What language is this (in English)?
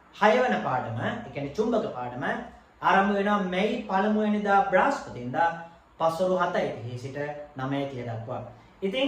Sinhala